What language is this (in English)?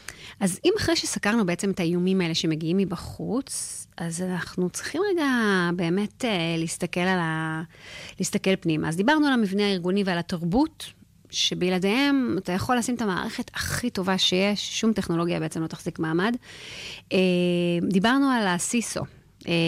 Hebrew